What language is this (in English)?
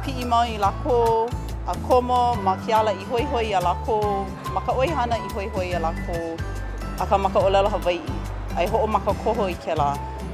Hawaiian